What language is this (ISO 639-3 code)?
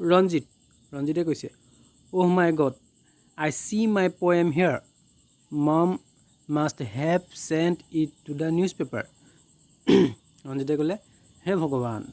asm